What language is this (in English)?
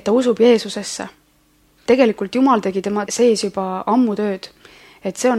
Estonian